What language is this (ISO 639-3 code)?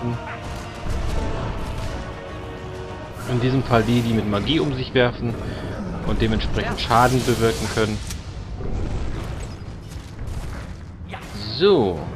deu